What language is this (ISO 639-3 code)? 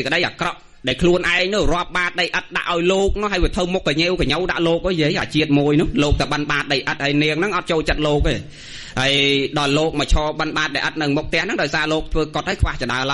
khm